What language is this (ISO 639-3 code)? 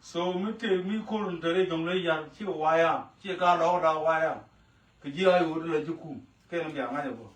nus